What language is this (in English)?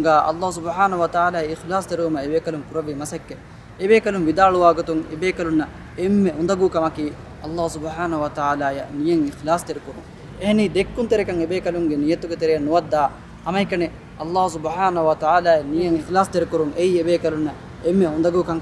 Divehi